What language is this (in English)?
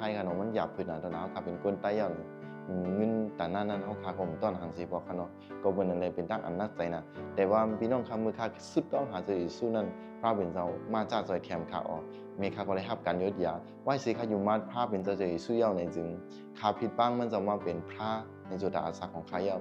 Shan